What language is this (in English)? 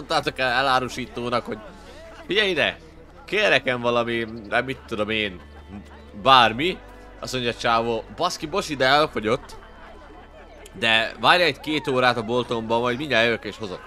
Hungarian